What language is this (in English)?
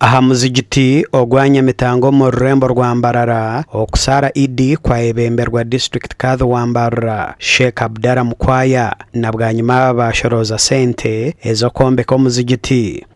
Nyankole